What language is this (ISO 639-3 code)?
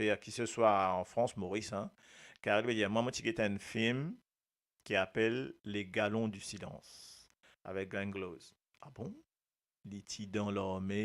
mfe